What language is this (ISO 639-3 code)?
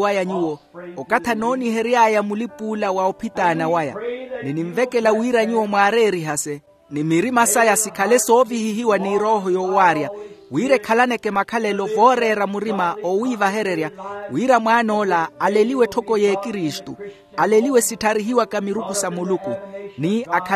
vmw